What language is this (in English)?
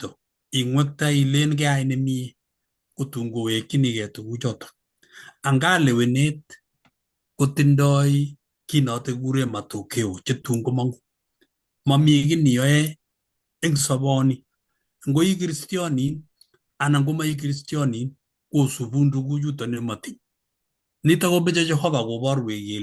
Kalenjin